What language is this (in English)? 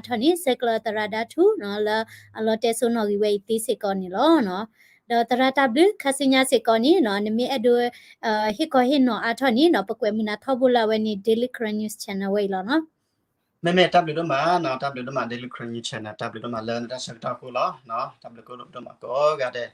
S'gaw Karen